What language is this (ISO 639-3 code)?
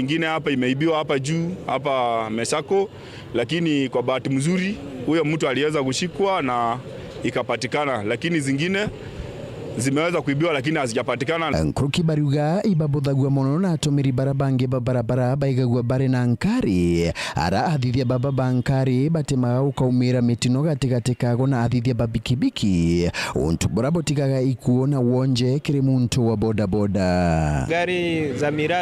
mer